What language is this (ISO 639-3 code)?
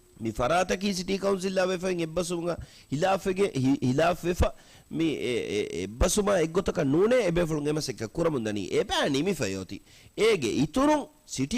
div